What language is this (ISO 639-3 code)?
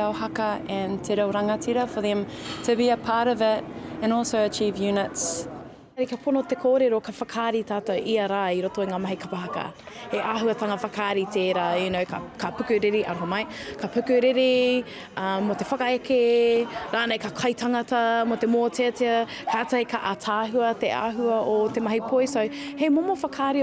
mri